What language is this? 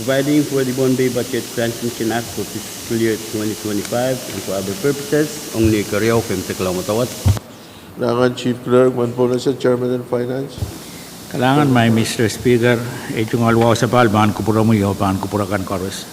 Pohnpeian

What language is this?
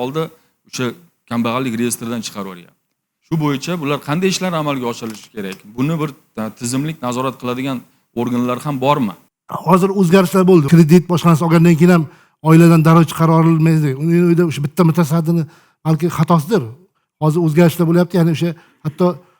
Uzbek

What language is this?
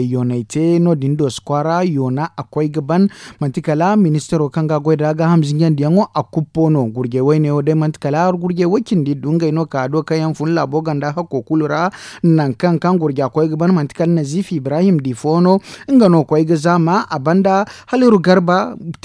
Zarma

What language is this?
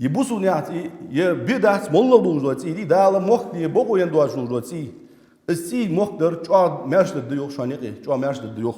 Ingush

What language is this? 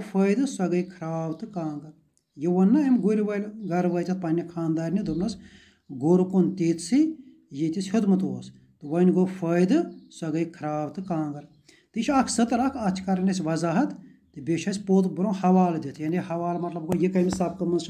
Kashmiri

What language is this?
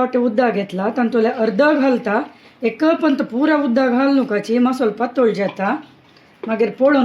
Konkani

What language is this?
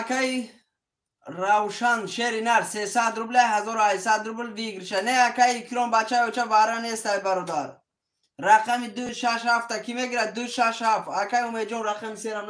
Tajik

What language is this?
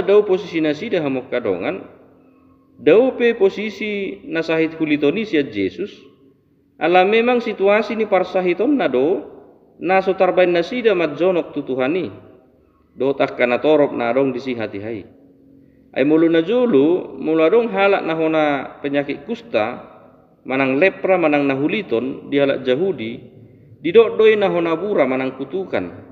Batak Toba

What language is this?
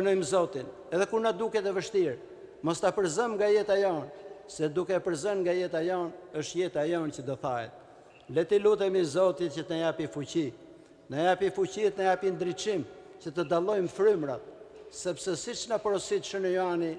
Albanian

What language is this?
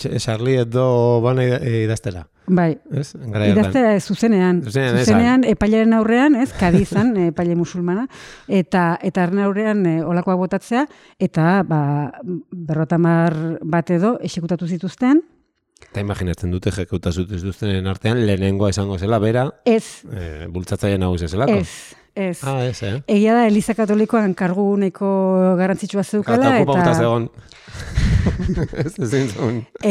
Basque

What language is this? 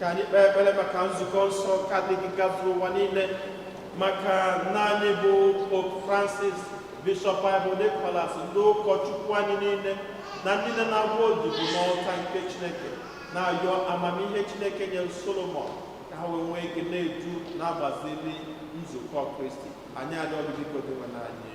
Igbo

